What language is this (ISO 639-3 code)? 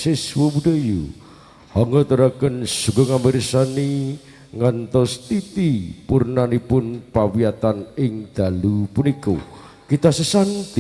jav